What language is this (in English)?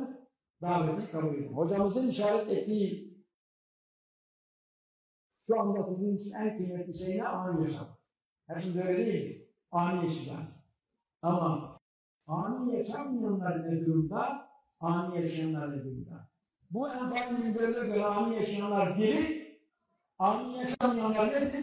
Turkish